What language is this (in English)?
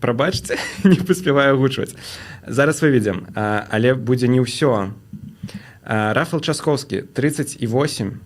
Belarusian